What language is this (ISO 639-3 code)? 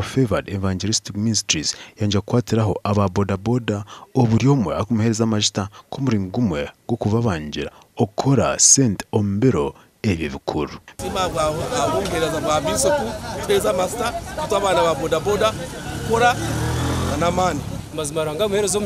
nyn